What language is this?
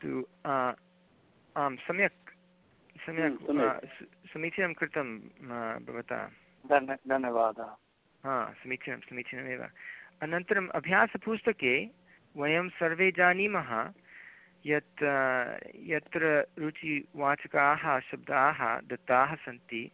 Sanskrit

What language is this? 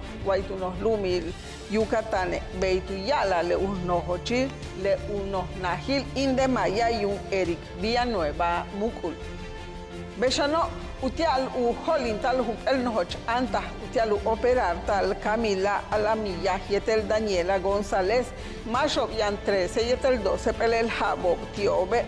Yucateco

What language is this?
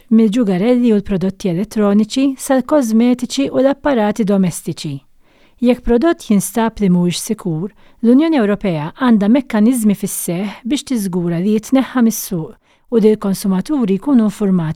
Maltese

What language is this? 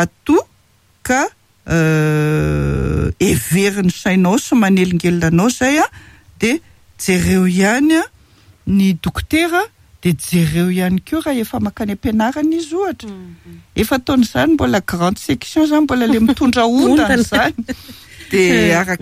Malagasy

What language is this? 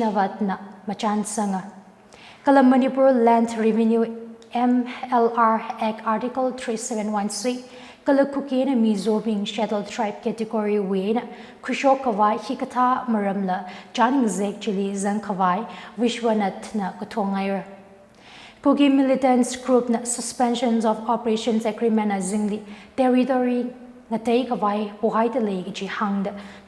Tangkhul Naga (India)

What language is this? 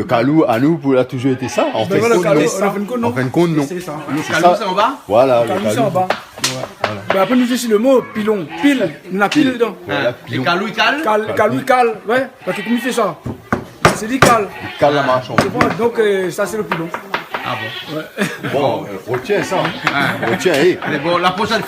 Réunion Creole French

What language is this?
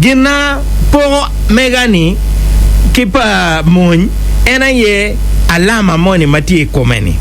Acoli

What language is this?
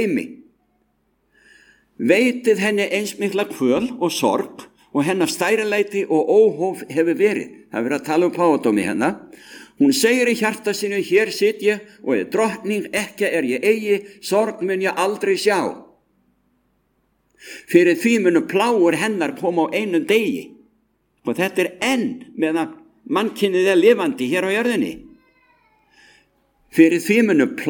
Icelandic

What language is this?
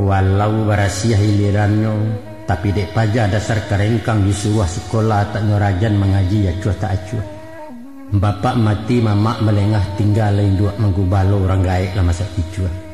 Minangkabau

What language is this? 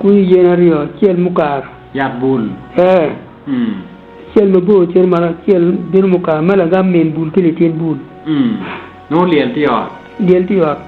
Acoli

